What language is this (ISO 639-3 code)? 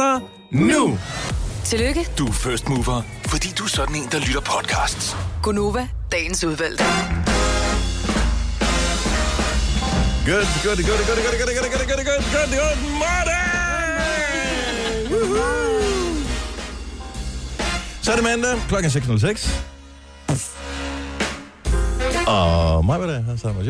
dan